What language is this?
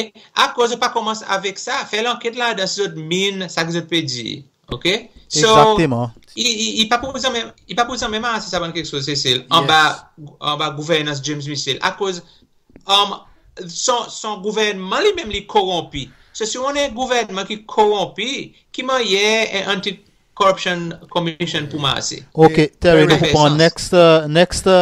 Seselwa Creole French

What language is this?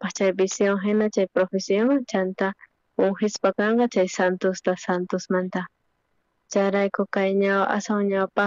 South Bolivian Quechua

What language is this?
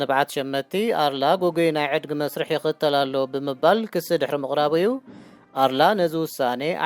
Tigrinya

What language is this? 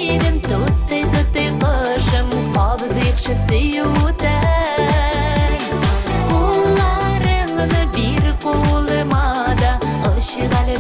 Tatar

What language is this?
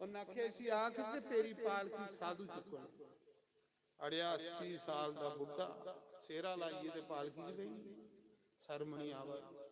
Dogri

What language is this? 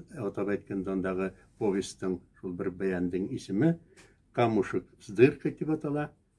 Bashkir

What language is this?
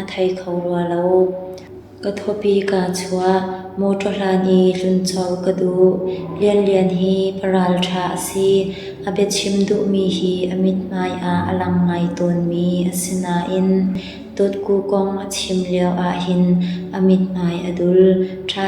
Hakha Chin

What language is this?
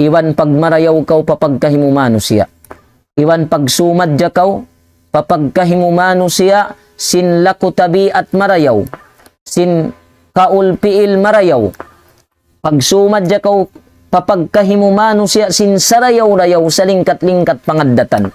Tausug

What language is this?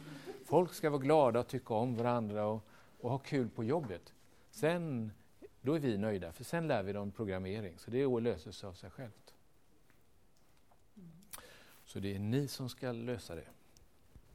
Swedish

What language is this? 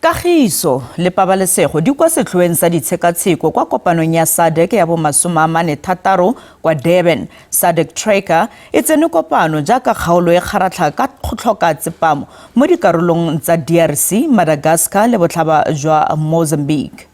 Tswana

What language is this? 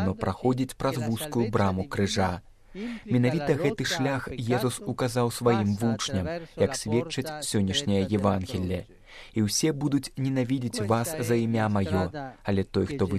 Belarusian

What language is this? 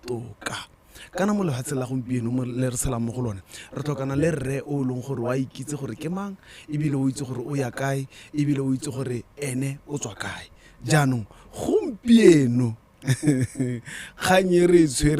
Tswana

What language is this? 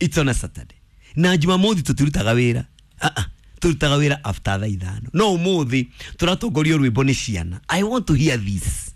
Kikuyu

